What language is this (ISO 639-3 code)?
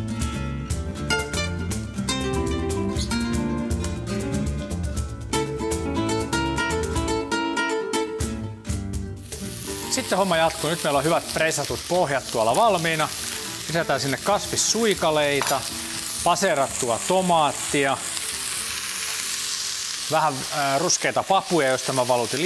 fin